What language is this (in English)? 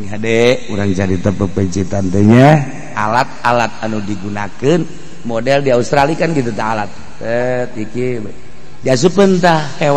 Sundanese